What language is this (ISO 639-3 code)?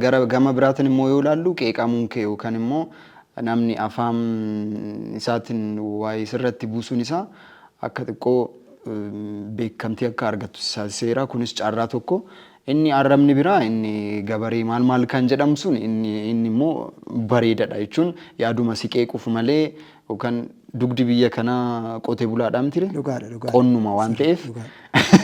orm